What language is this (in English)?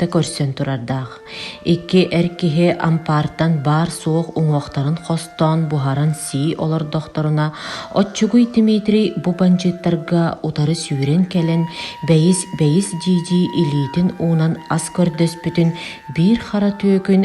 Yakut